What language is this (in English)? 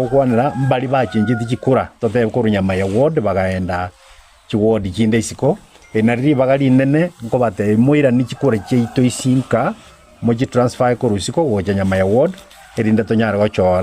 Gusii